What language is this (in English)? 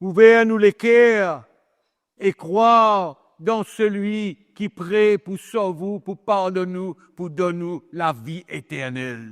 Morisyen